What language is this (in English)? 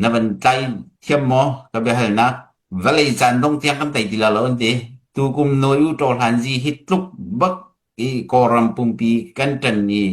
Hakha Chin